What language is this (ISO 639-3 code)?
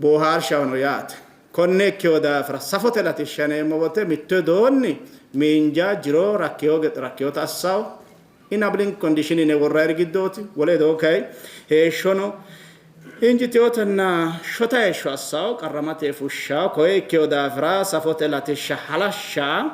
sid